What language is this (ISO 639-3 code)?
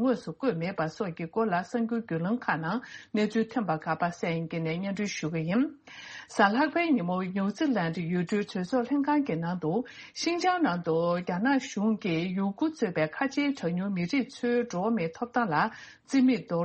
bod